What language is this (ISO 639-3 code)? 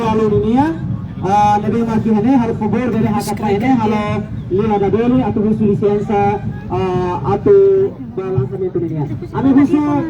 tet